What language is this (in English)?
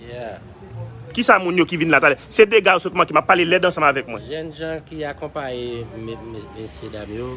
Haitian Creole